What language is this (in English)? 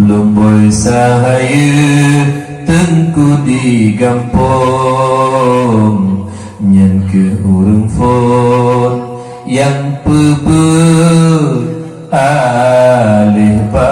Achinese